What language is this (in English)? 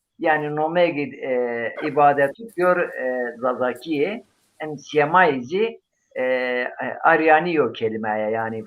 Zaza